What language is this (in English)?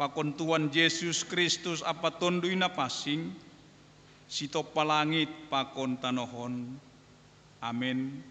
Batak Simalungun